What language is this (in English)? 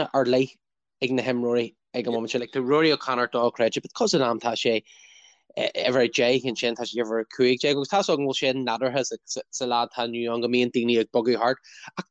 Irish